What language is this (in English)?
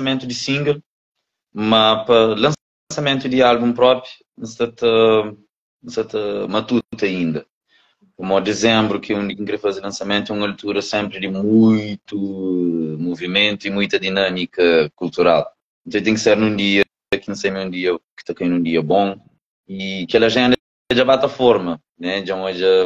Kabuverdianu